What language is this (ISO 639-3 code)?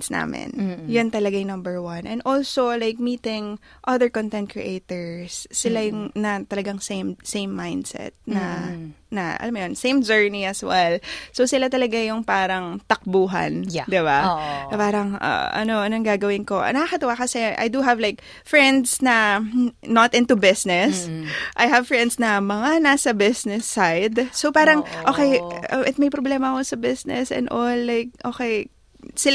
fil